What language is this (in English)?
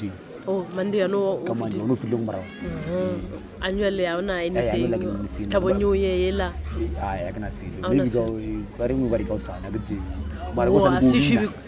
Northern Sotho